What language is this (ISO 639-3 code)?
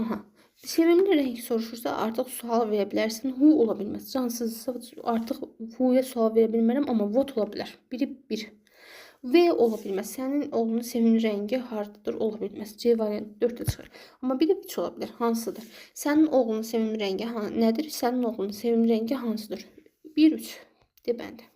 aze